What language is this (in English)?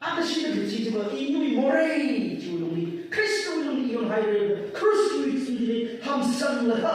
Tangkhul Naga (India)